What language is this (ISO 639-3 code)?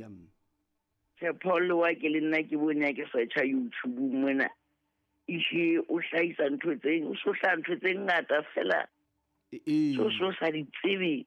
sot